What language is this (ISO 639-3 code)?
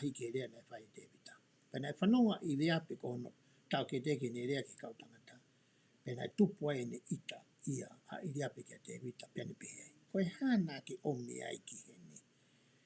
ton